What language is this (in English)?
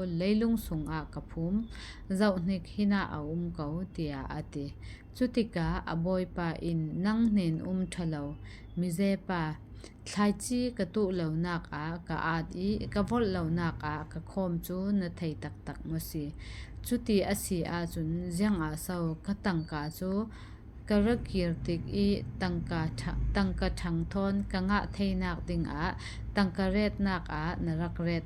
Falam Chin